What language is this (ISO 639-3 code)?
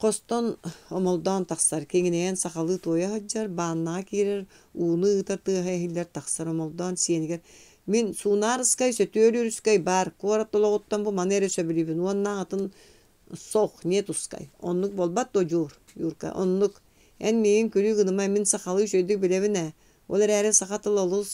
sah